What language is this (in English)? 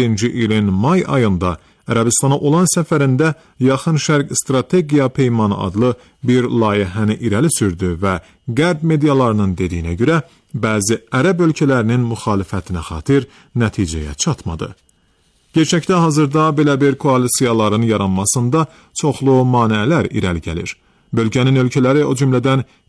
Azerbaijani